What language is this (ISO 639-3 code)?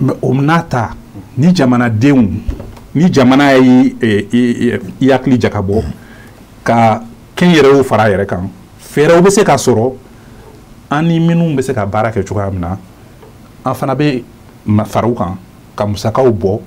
bam